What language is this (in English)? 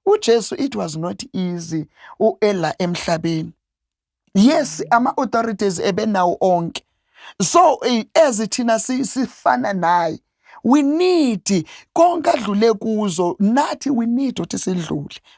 Zulu